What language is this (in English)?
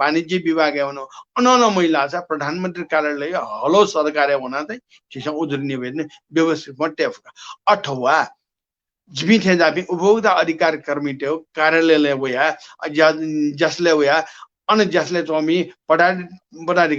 Newari